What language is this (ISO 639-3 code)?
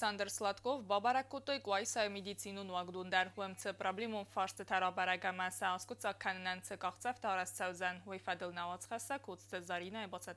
oss